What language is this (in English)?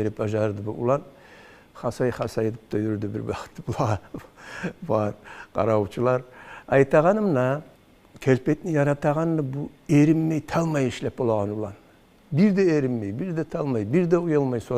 Kumyk